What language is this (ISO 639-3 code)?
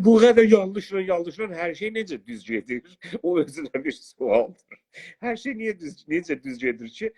azb